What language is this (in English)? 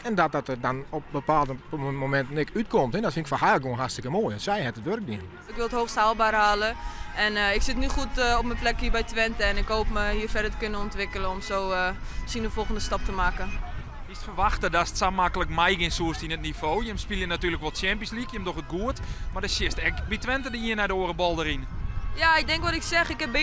Western Frisian